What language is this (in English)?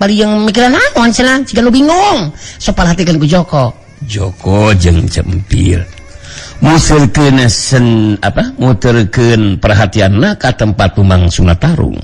Sundanese